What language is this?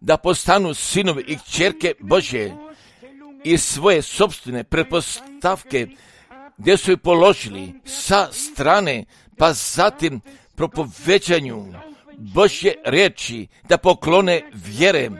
Croatian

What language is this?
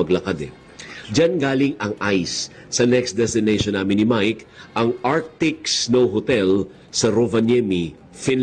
Filipino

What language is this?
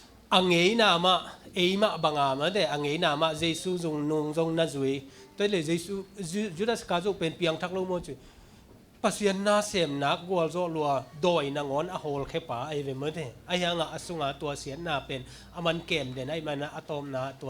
Tedim Chin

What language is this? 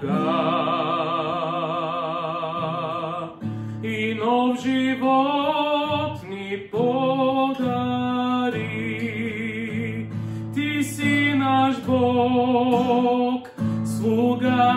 Bulgarian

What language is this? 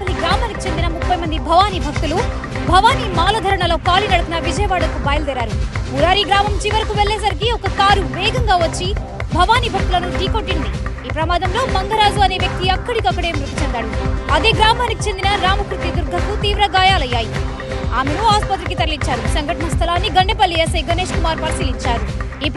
Telugu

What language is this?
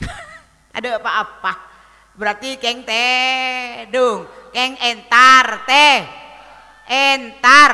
Madurese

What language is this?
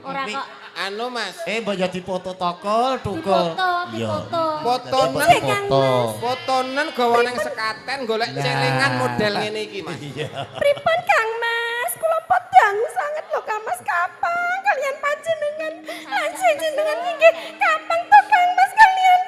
Javanese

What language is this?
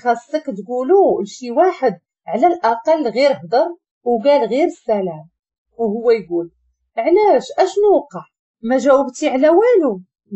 Moroccan Arabic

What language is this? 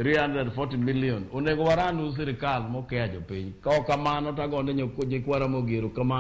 Luo (Kenya and Tanzania)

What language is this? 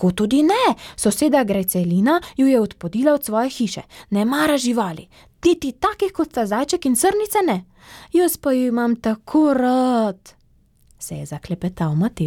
Slovenian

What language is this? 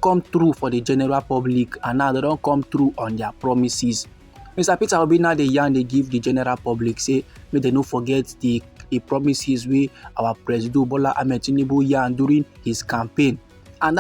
Nigerian Pidgin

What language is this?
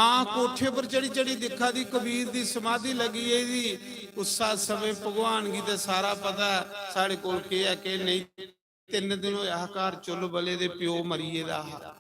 Dogri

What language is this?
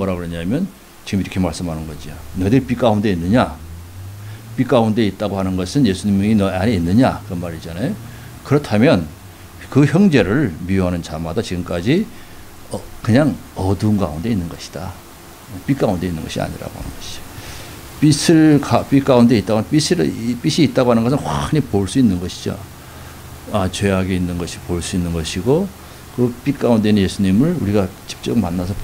Korean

